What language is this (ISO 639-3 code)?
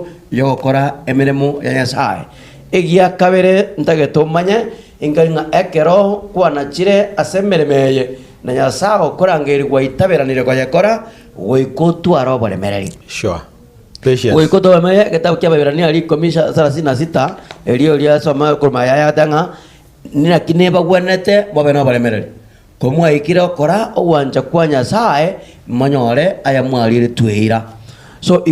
guz